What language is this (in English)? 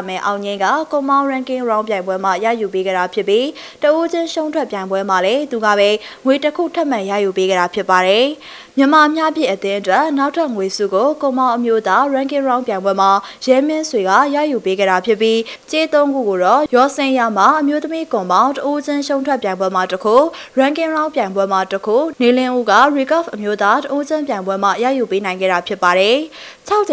Burmese